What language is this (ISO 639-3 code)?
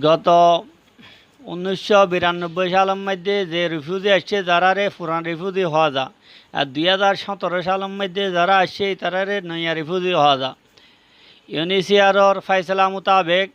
rhg